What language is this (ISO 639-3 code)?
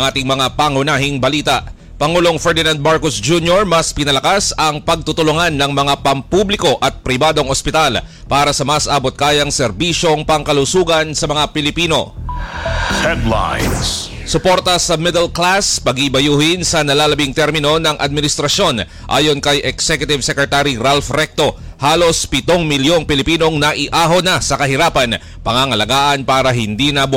fil